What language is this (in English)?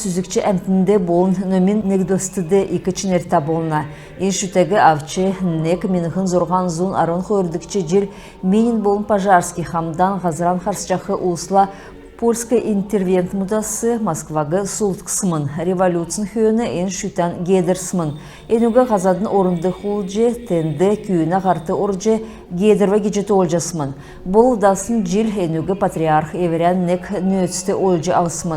Kalmyk